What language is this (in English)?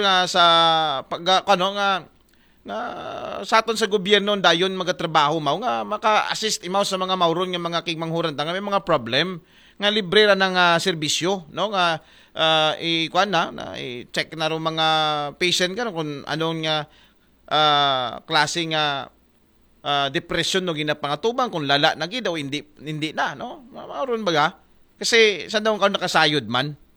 Aklanon